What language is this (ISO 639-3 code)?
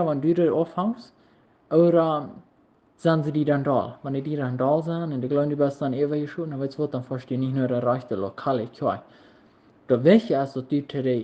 pdt